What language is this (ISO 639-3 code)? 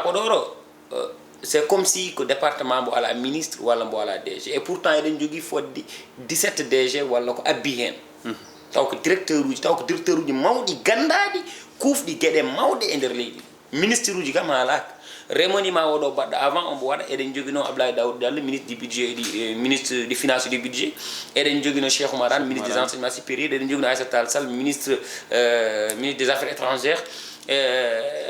ful